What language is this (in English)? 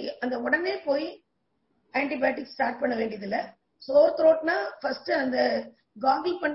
Tamil